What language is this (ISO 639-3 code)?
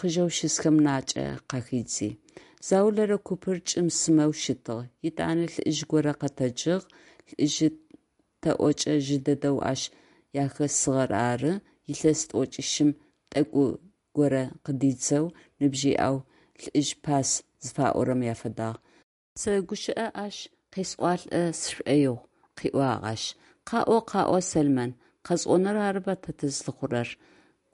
ady